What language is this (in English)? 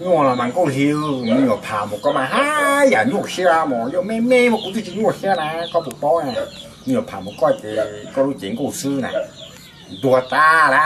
Hmong